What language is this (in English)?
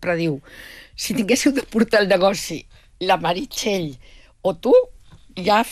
Catalan